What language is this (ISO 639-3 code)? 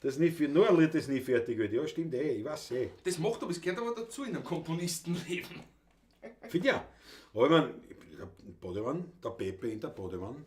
bar